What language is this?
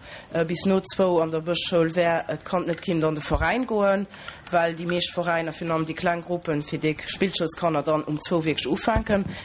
Luxembourgish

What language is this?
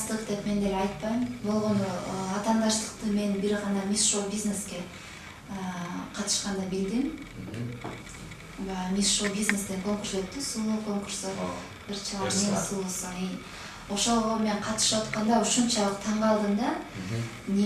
Kyrgyz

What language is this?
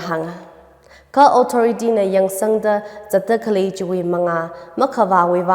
Tangkhul Naga (India)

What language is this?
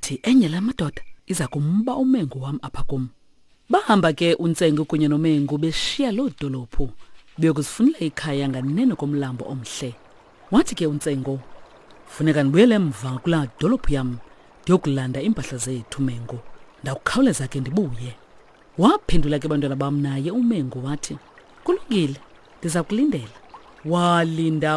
Xhosa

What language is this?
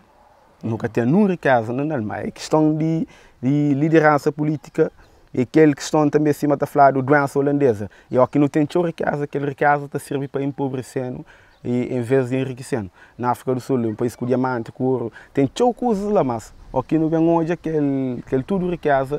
Kabuverdianu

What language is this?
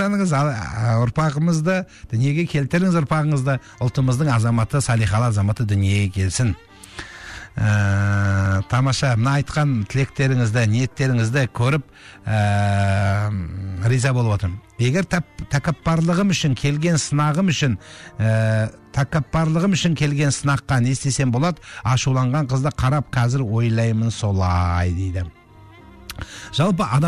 Kazakh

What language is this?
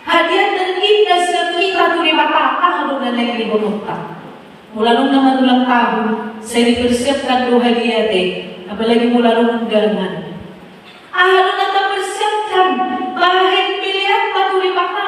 Batak Toba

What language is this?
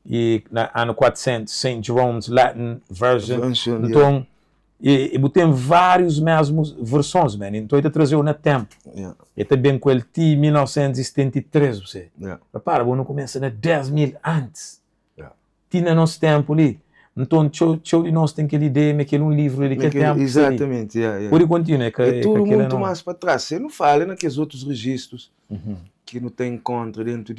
Kabuverdianu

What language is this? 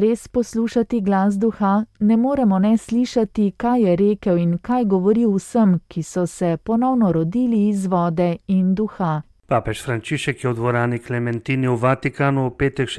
Slovenian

